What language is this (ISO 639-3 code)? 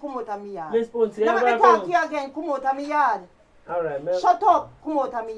jam